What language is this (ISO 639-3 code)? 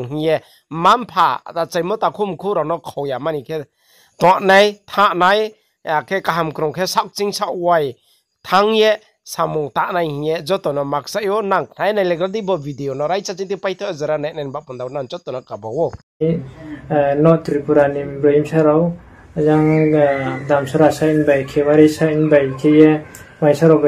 ria